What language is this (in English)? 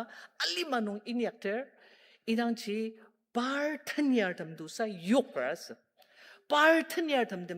Ao Naga